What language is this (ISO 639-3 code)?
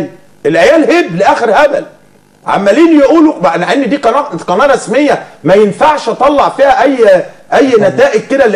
arz